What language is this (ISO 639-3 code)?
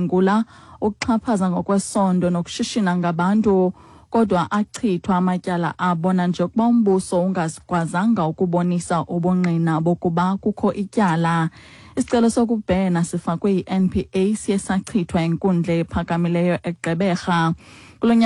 xho